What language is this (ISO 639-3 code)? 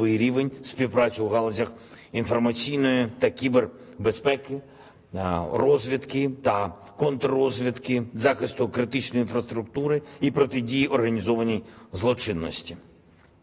ukr